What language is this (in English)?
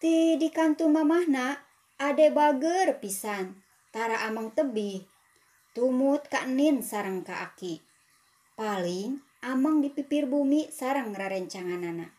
Sundanese